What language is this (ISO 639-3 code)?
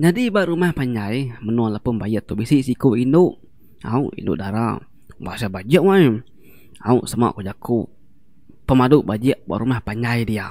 iba